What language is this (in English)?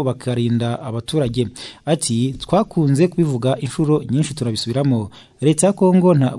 Kinyarwanda